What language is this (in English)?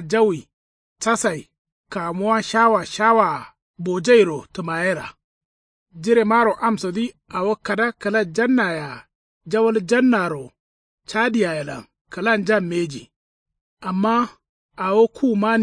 Kanuri